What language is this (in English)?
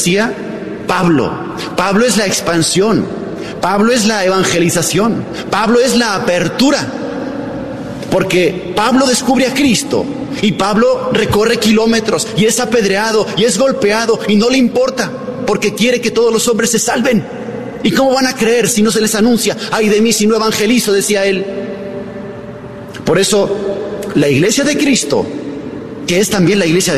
Spanish